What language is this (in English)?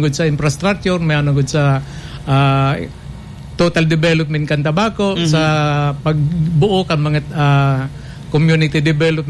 Bikol